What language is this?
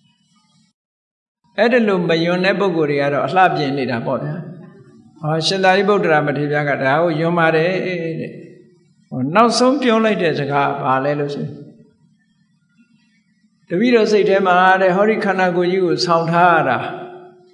Burmese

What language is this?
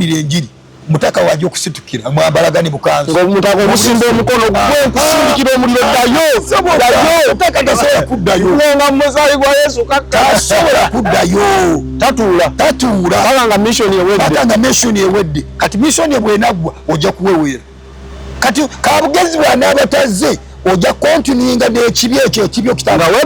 Ganda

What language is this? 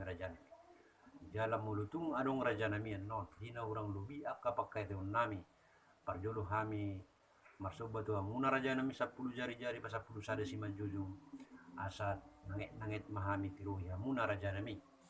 Batak Toba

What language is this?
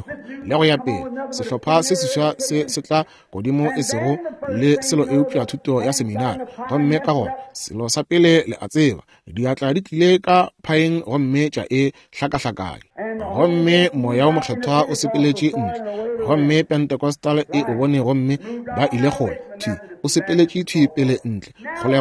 Northern Sotho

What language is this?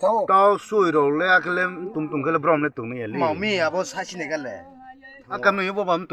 Riang (India)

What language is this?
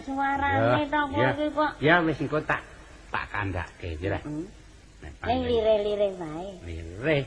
Javanese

